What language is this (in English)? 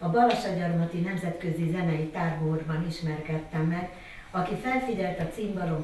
Hungarian